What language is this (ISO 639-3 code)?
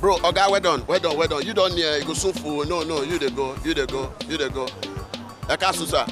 pcm